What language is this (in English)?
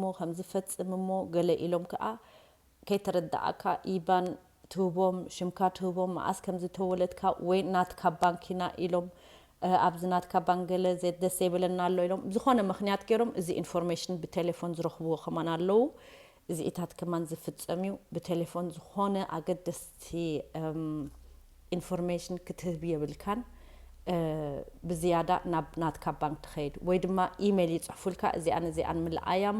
Tigrinya